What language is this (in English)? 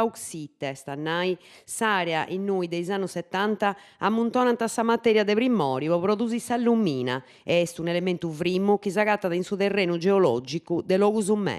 Sardinian